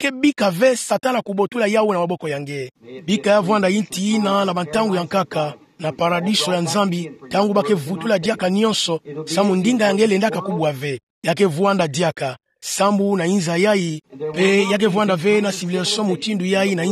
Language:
Kituba (Democratic Republic of Congo)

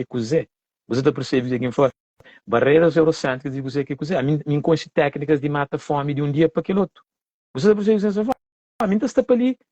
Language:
Kabuverdianu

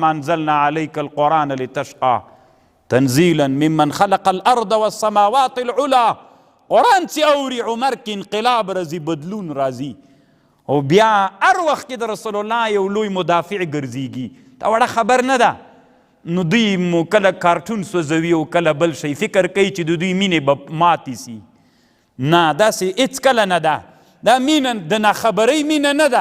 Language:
Pashto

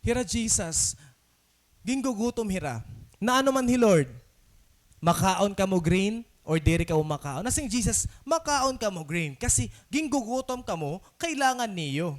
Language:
Waray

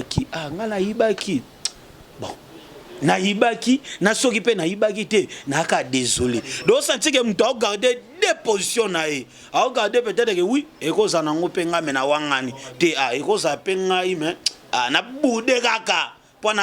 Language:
Lingala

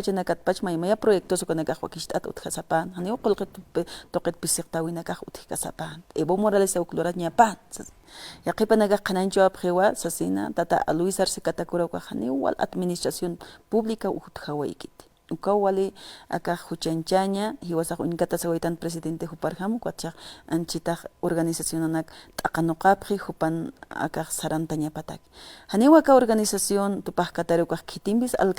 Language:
Aymara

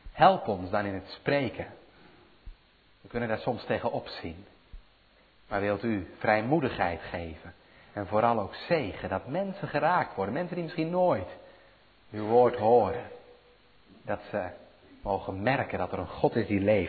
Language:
Dutch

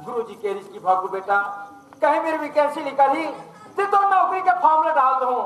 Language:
Chhattisgarhi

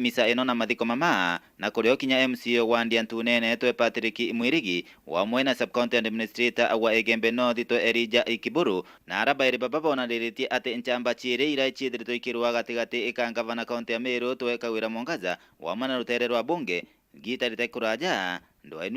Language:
Meru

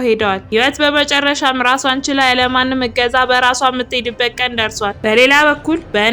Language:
Amharic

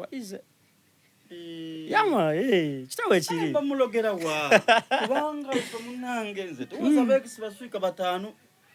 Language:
Soga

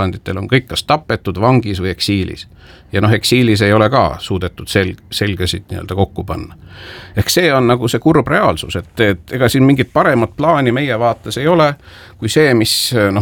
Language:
Estonian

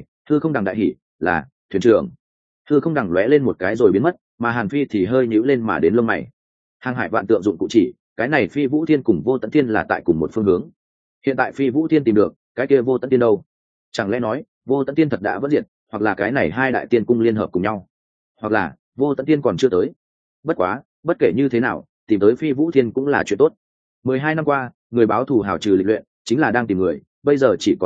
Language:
Vietnamese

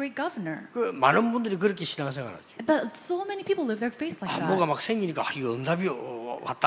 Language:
Korean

